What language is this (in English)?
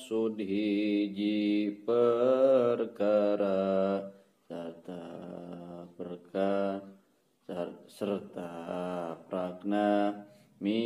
Sundanese